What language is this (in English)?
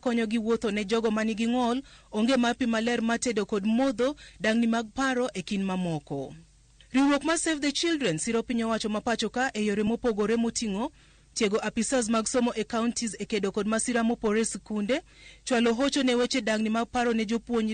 Luo (Kenya and Tanzania)